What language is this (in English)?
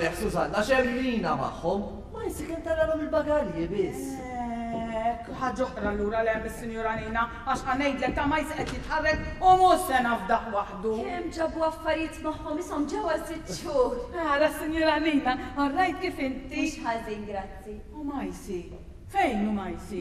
Maltese